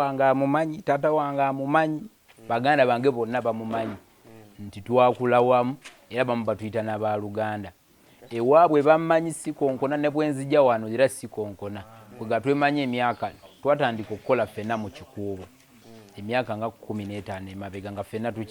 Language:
Ganda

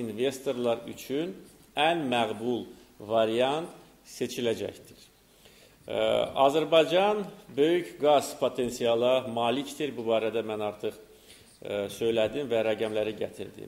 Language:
Azerbaijani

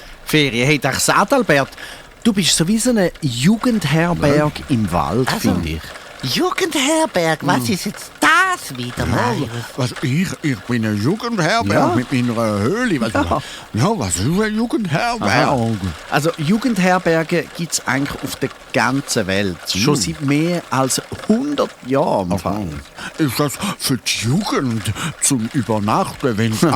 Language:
Swiss German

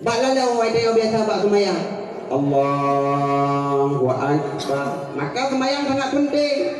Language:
Achinese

